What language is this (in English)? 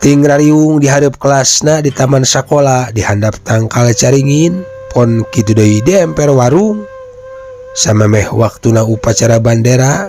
Sundanese